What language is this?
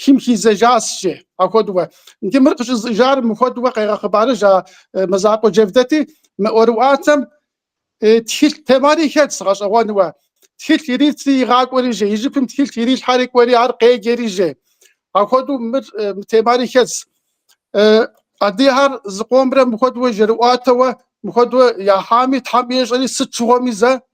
Kabardian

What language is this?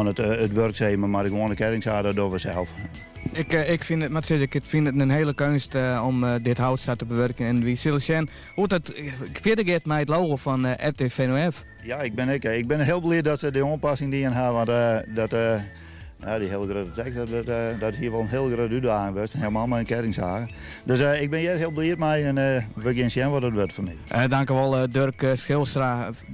Western Frisian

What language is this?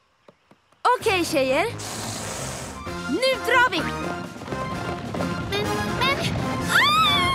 Swedish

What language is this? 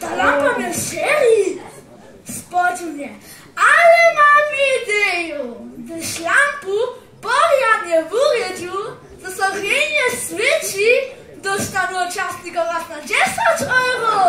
Upper Sorbian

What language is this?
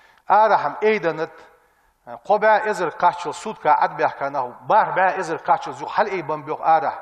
Ingush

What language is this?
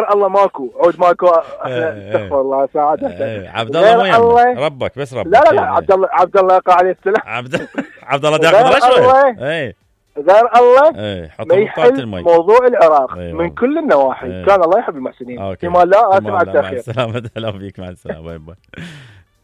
Mesopotamian Arabic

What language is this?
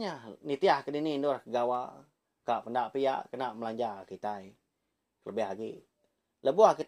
Iban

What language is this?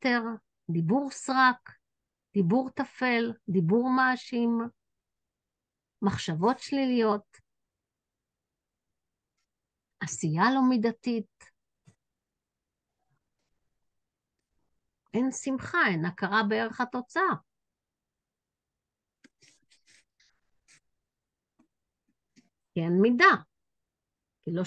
Hebrew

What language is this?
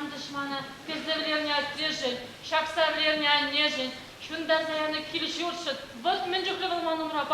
Chuvash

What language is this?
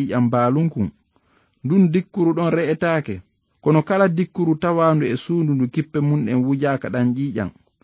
Fula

